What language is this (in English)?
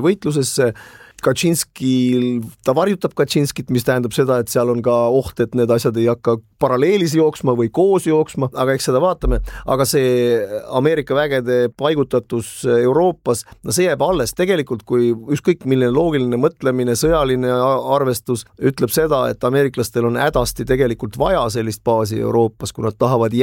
Estonian